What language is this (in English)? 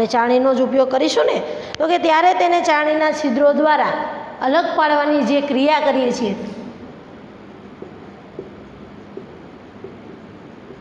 Gujarati